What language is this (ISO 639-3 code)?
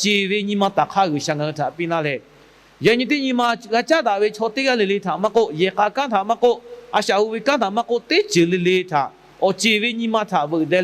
lhu